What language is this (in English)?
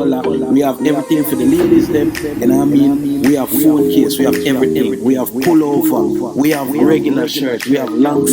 Jamaican Creole English